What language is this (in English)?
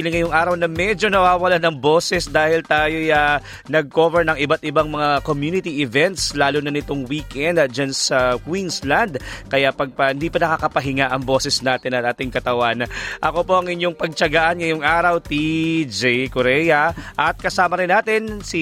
Filipino